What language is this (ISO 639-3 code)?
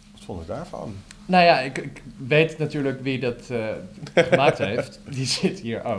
nld